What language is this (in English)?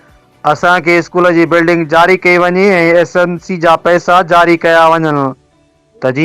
Sindhi